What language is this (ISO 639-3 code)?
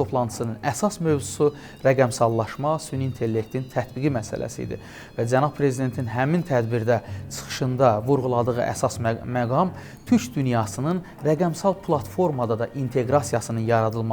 aze